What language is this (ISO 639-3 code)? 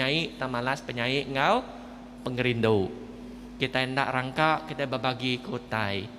iba